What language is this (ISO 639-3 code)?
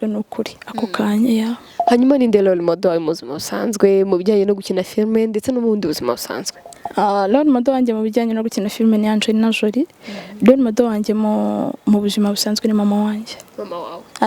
kin